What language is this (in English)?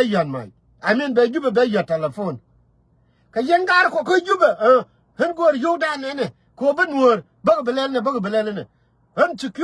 Nuer